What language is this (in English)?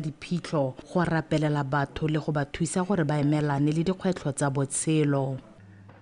Tswana